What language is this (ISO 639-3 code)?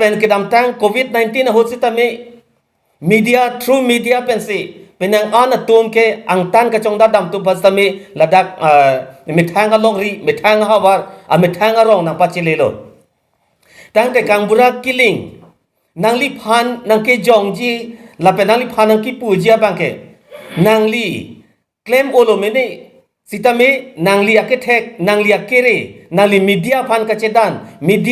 mjw